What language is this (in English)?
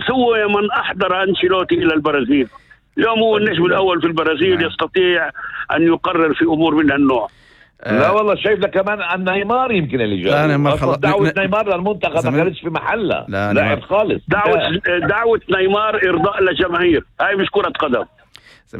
North Levantine Arabic